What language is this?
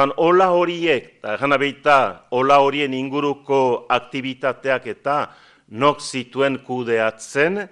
Basque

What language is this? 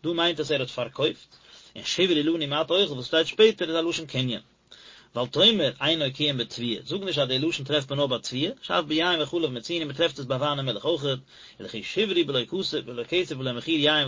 Yiddish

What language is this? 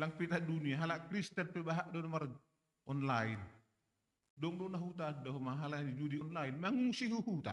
Batak Simalungun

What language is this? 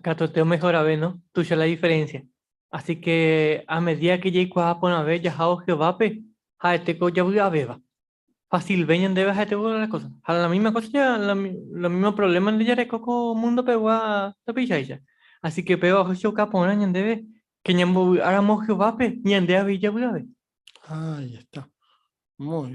Guarani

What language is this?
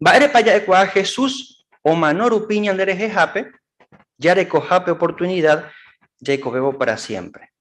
Guarani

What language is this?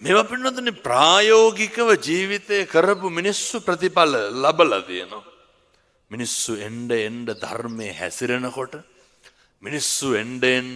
Sinhala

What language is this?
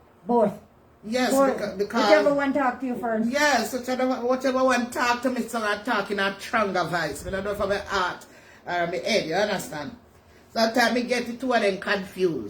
Jamaican Creole English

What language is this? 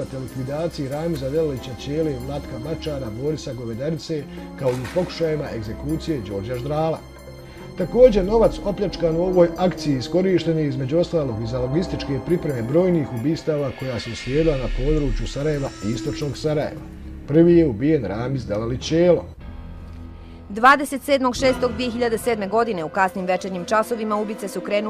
Bosnian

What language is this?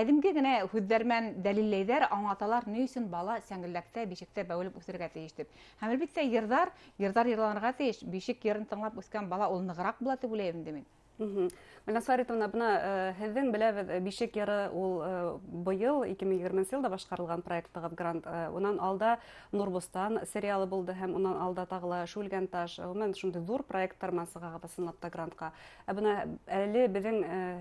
Bashkir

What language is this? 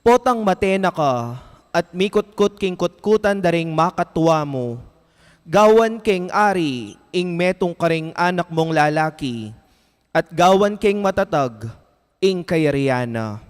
Pampanga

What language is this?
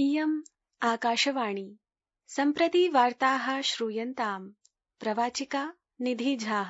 Sanskrit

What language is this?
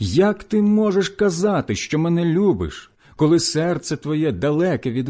Ukrainian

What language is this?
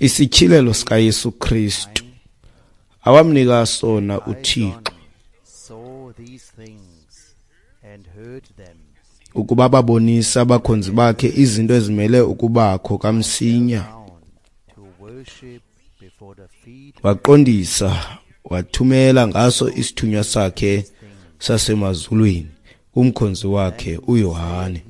Xhosa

